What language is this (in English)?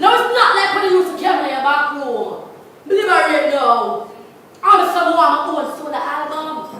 Jamaican Creole English